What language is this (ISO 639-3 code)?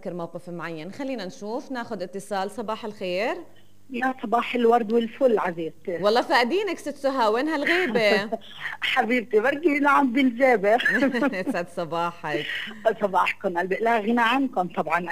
apc